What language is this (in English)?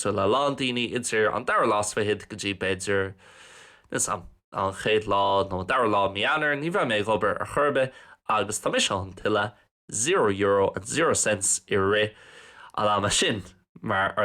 Irish